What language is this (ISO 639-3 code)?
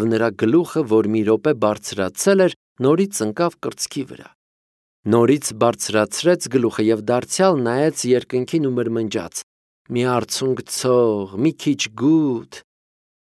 hye